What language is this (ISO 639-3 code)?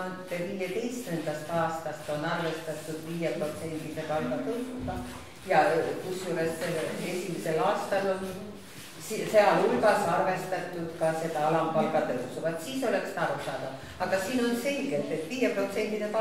est